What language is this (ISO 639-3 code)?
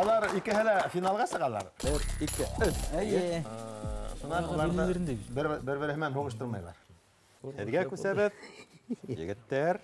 bak